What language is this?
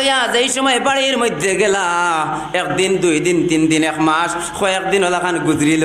Sylheti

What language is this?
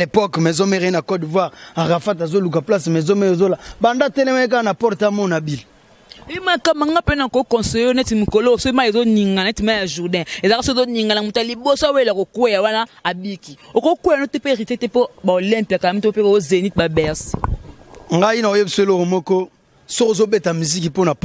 Lingala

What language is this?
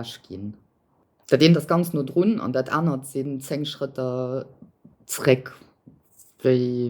Luxembourgish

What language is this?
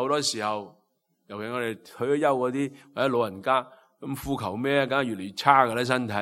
Cantonese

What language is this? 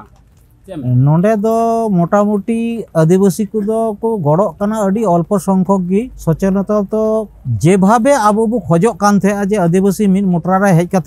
Santali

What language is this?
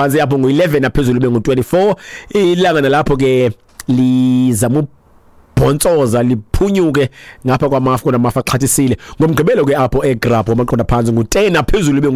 Xhosa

